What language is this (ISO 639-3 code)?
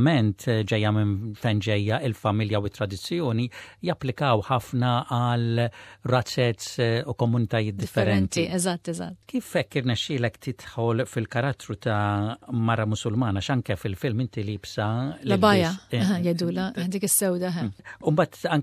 mlt